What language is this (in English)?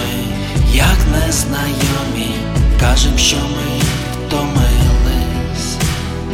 Ukrainian